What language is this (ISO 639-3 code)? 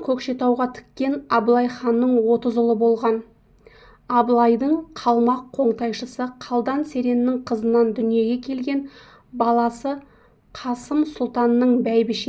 kaz